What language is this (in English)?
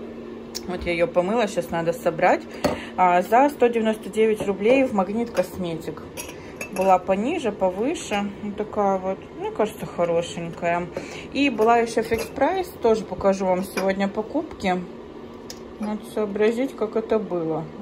Russian